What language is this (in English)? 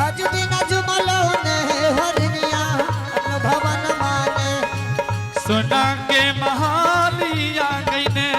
Angika